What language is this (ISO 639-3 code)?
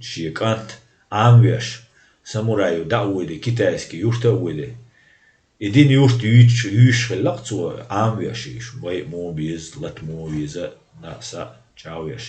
che